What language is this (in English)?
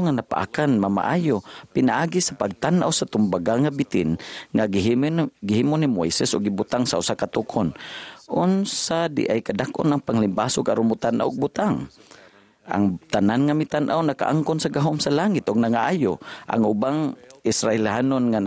Cebuano